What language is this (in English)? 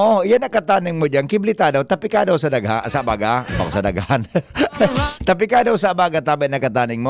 Bikol